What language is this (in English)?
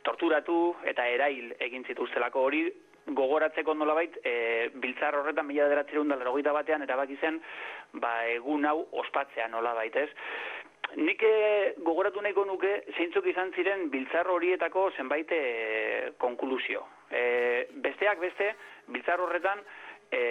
Basque